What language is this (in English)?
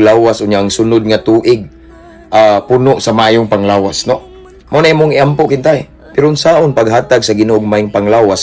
Cebuano